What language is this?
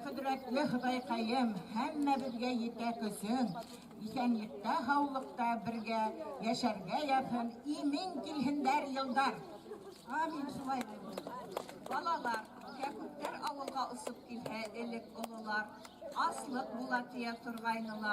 Bashkir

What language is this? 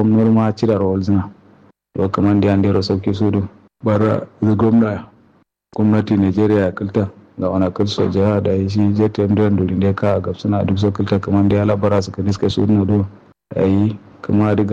Kanuri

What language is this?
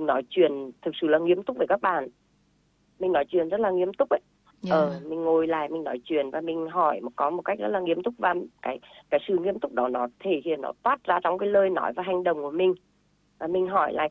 Vietnamese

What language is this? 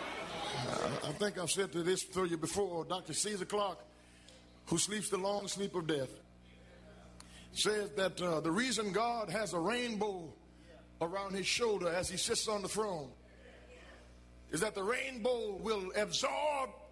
English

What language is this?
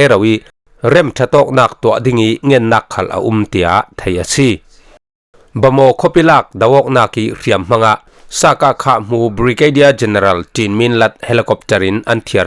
Falam Chin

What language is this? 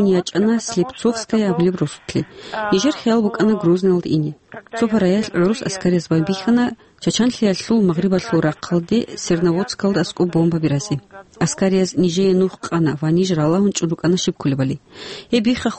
Avaric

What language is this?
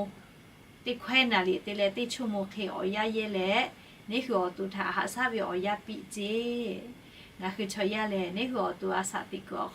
Lahu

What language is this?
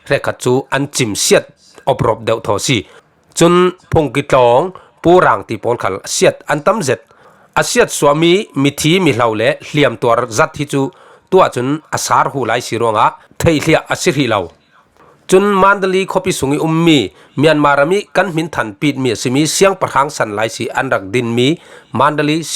Falam Chin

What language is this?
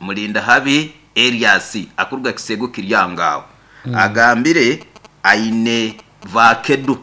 Nyoro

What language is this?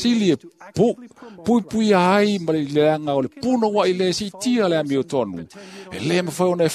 Samoan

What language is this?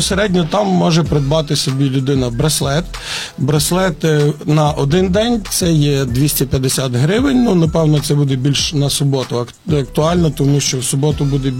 Ukrainian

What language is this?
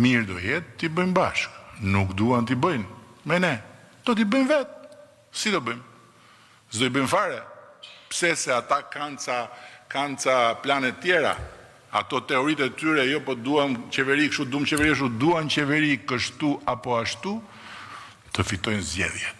Albanian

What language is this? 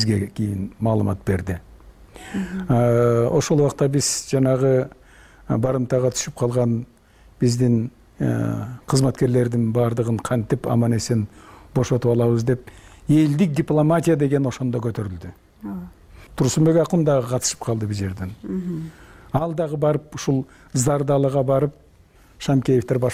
Kyrgyz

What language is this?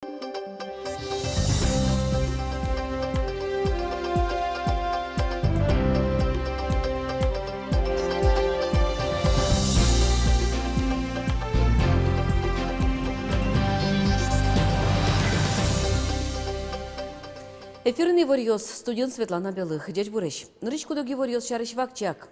Udmurt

